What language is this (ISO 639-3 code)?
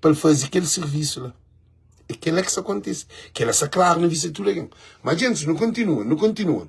kea